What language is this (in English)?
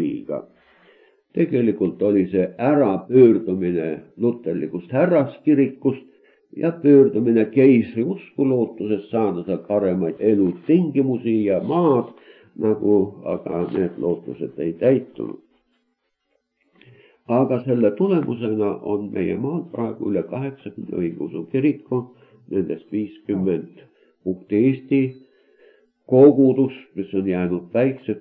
Estonian